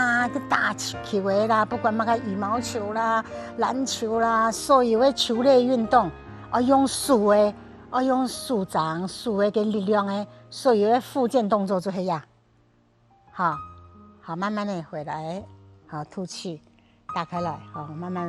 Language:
Hakka Chinese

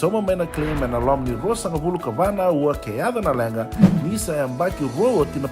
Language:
Fijian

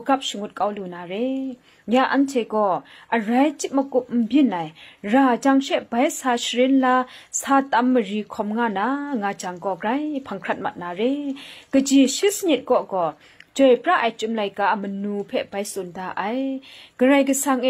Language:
Kachin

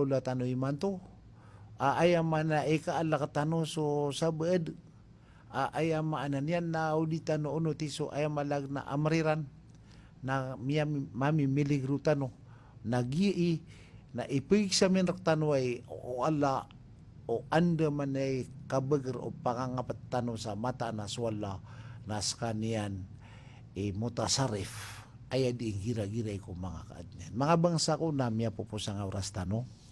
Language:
Maranao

